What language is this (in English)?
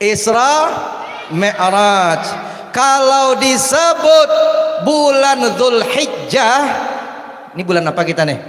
Banjar